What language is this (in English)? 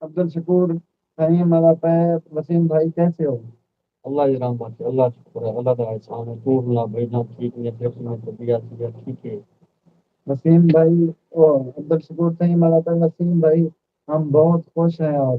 Saraiki